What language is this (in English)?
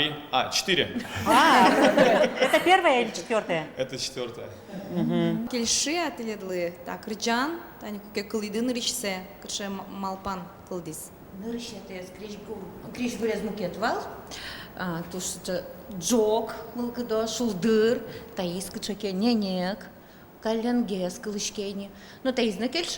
Udmurt